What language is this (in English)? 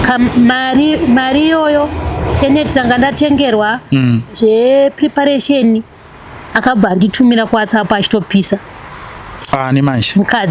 Shona